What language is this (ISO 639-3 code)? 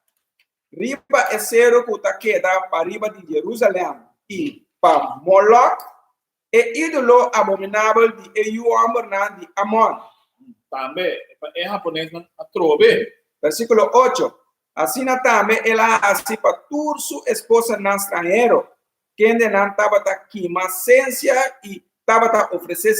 pap